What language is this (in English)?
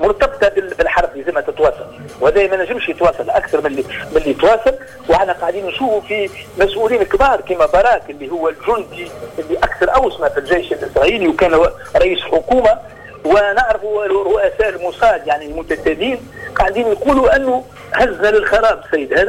Tunisian Arabic